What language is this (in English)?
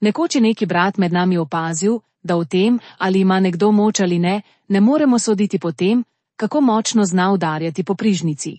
Slovenian